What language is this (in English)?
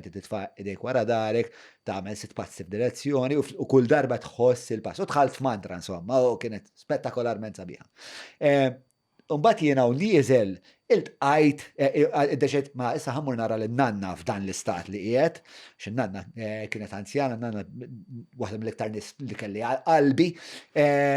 Maltese